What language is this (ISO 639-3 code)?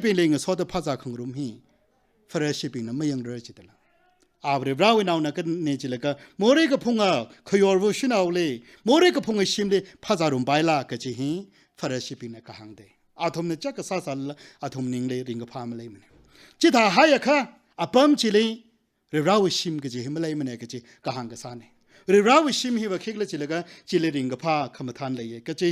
nmf